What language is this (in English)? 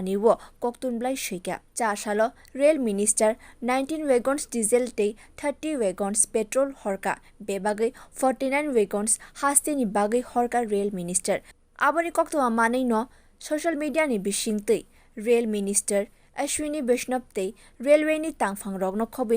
Kok Borok